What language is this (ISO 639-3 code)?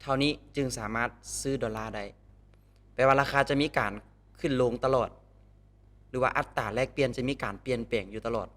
lao